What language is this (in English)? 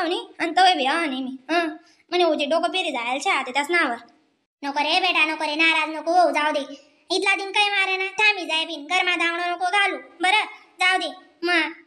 Khandesi